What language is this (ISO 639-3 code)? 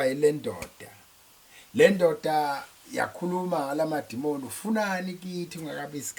zul